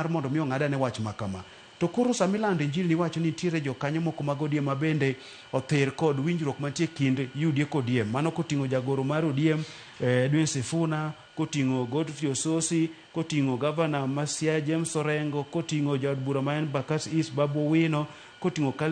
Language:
Luo (Kenya and Tanzania)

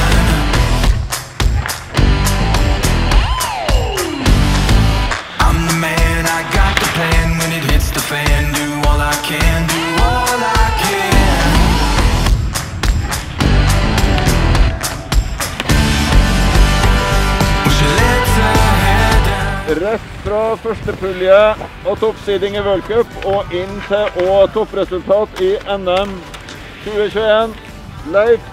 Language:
Norwegian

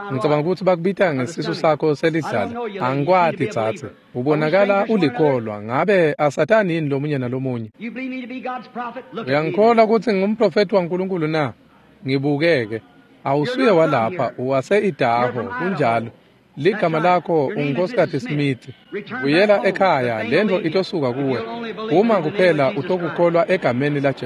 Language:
Swati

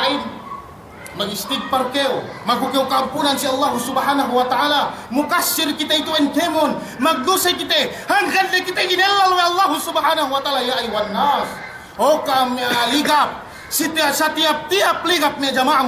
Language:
Yakan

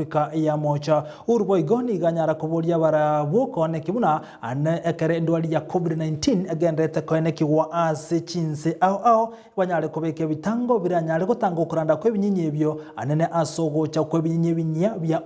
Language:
Gusii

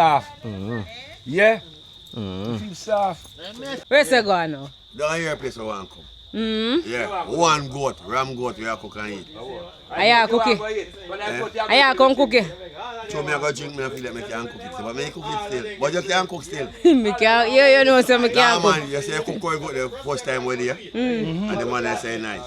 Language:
Jamaican Creole English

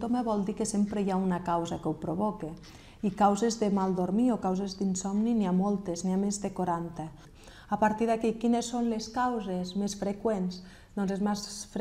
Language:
Catalan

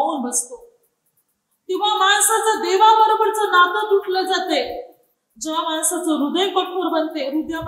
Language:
Marathi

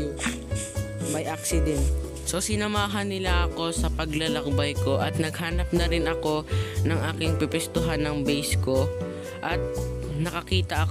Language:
Filipino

